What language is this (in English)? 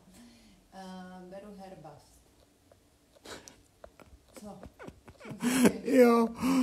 Czech